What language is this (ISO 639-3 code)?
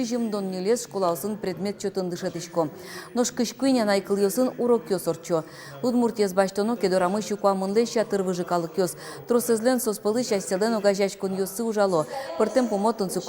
udm